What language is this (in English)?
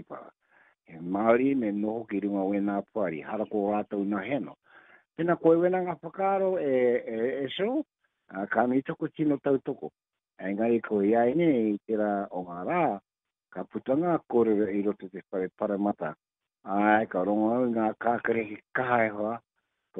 Māori